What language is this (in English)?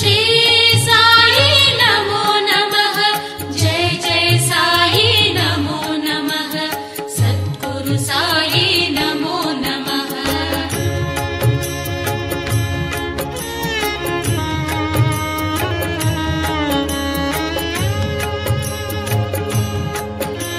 Kannada